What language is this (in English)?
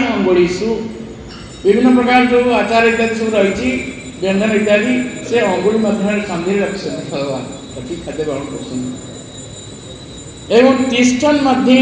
Odia